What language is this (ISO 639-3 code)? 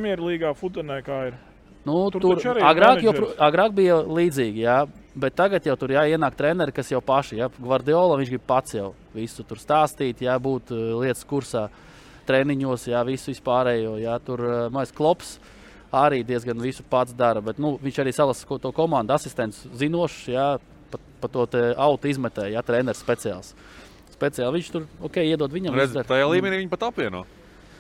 lav